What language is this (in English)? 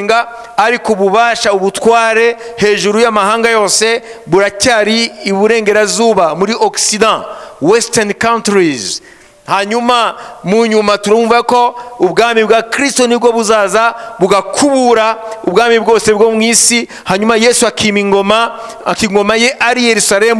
Kinyarwanda